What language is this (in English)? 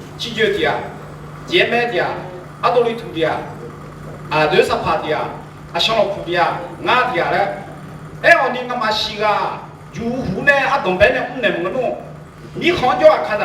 Akha